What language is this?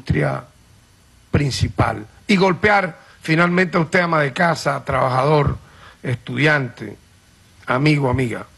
Spanish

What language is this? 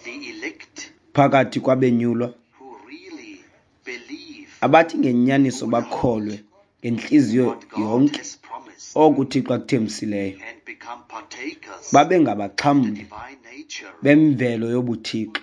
Xhosa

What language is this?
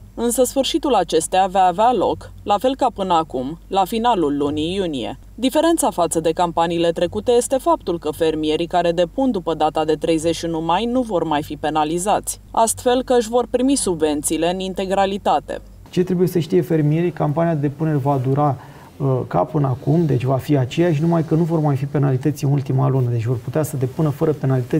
Romanian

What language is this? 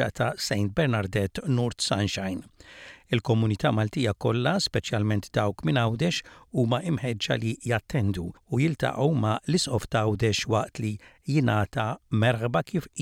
Maltese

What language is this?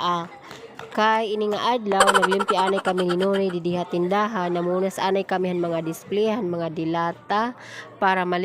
Waray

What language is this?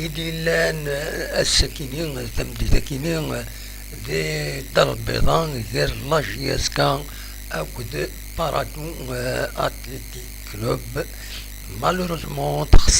Kabyle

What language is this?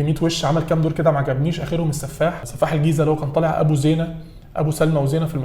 Egyptian Arabic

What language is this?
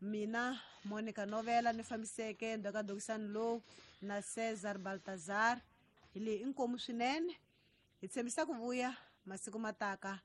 Tsonga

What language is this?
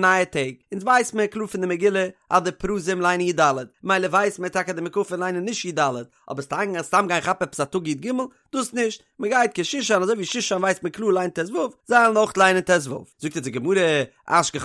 Yiddish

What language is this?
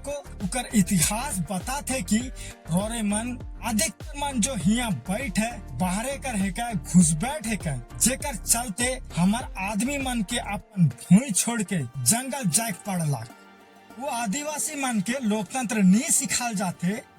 Sadri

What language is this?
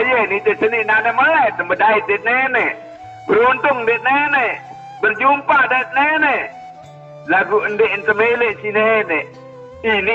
Sasak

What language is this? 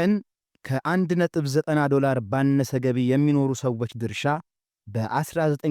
Amharic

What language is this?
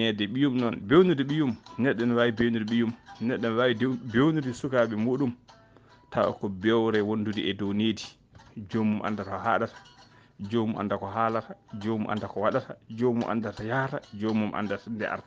Fula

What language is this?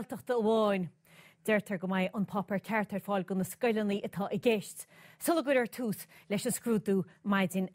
Irish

